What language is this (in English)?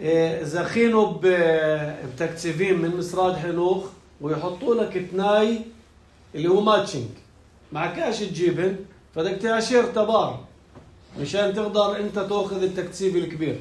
North Levantine Arabic